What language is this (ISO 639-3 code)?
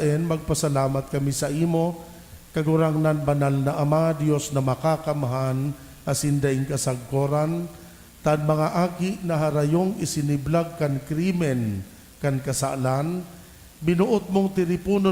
bik